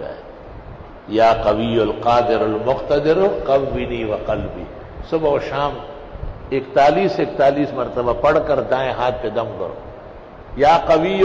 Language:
Urdu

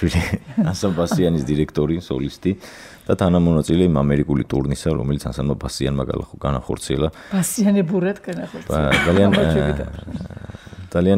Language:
Georgian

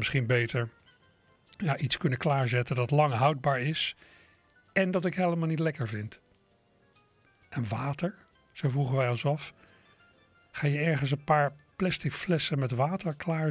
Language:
Dutch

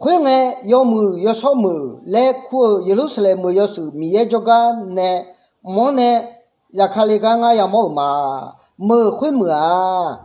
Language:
Akha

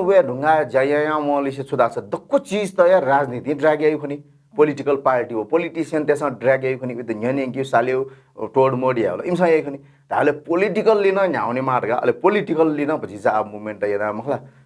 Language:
Newari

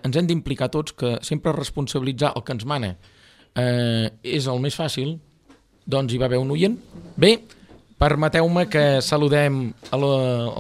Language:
Catalan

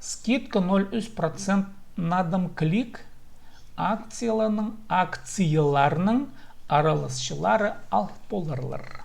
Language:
Khakas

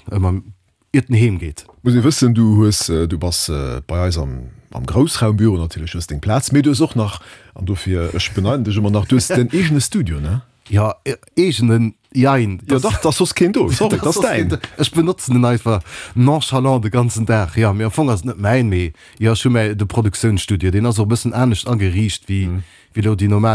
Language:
Luxembourgish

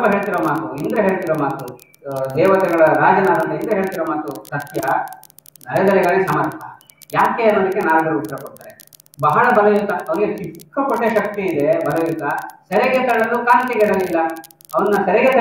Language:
Kannada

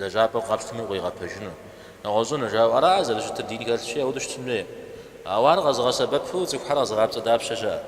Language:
Kabardian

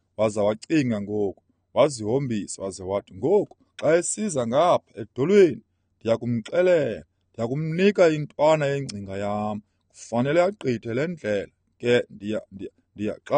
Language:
Xhosa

